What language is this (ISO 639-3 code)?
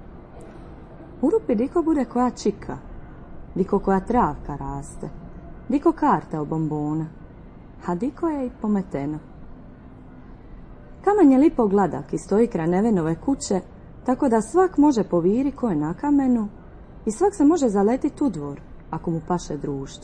hrv